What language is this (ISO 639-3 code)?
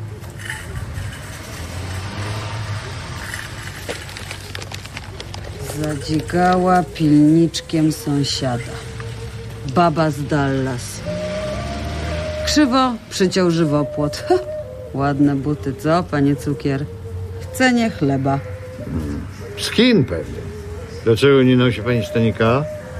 pol